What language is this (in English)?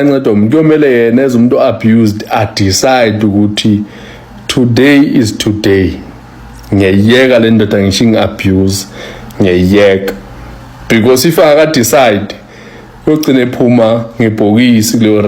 Zulu